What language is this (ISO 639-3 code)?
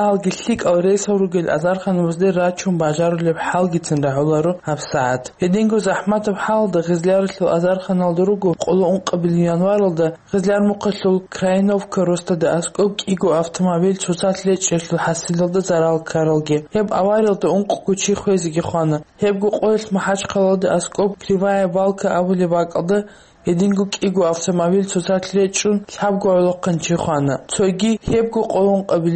ava